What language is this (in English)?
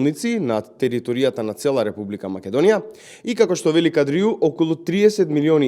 Macedonian